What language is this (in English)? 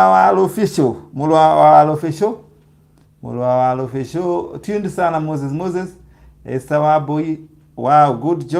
Kikuyu